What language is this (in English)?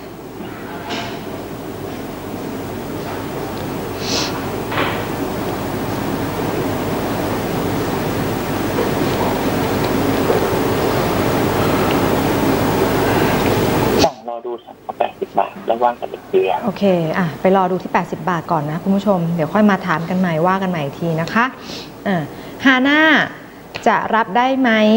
Thai